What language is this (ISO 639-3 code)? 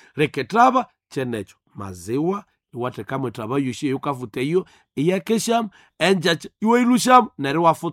nnb